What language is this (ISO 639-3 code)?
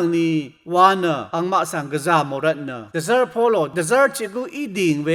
raw